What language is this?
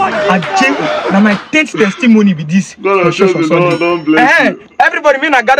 Nigerian Pidgin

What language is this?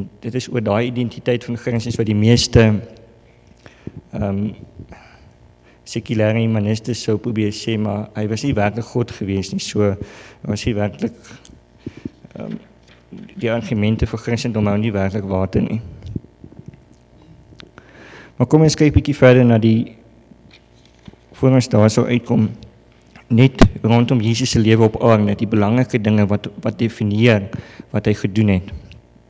Afrikaans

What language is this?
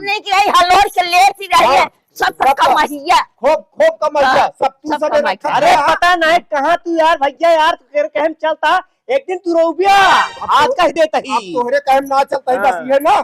Awadhi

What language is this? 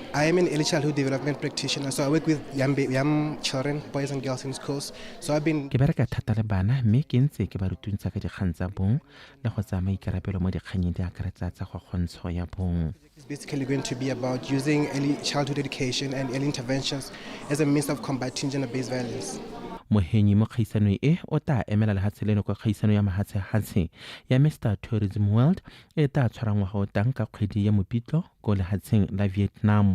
Tswana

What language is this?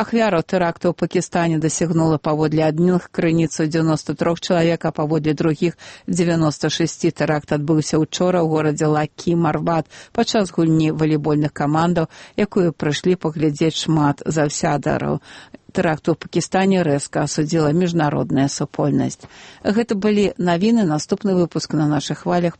Belarusian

